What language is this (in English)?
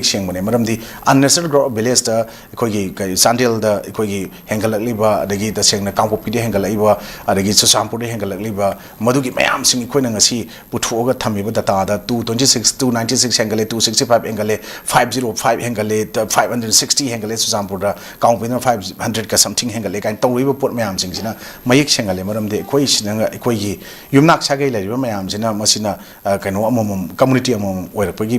Manipuri